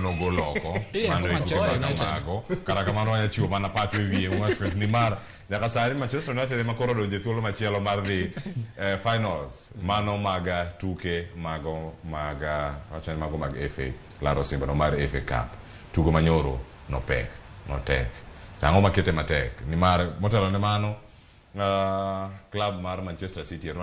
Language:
Luo (Kenya and Tanzania)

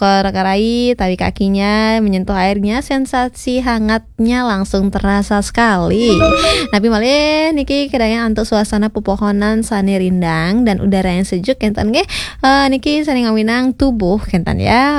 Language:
Balinese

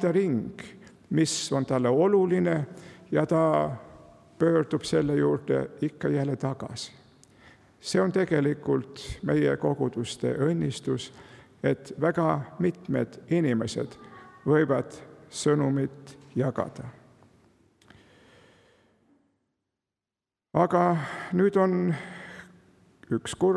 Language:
Estonian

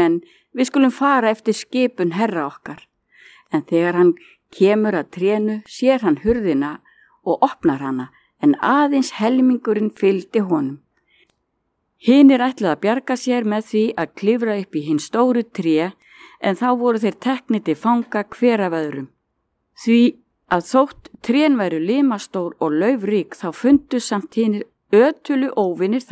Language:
Icelandic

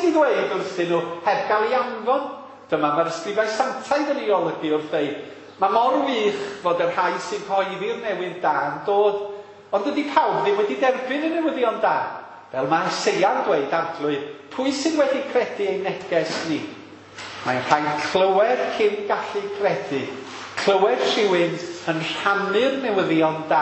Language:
Welsh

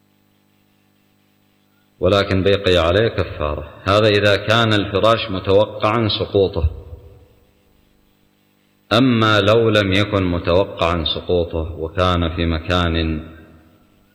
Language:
Arabic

